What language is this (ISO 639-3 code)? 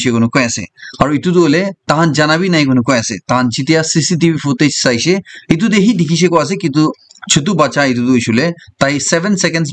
nag